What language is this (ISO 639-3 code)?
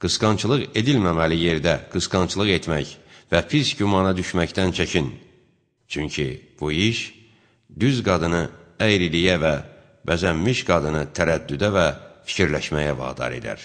aze